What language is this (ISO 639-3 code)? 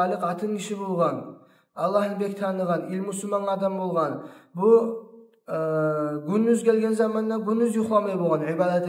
kum